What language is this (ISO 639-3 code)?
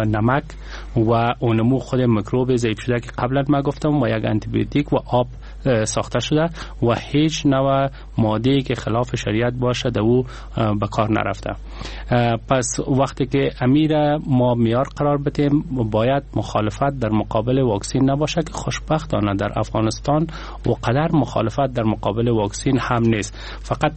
fas